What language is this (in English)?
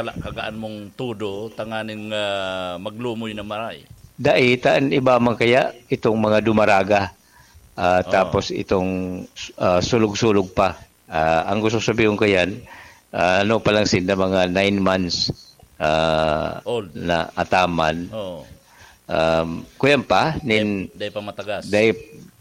Bikol